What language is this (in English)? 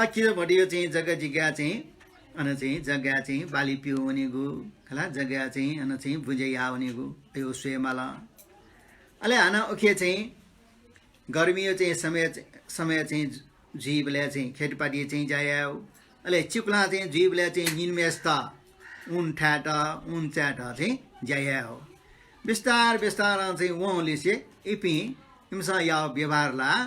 Newari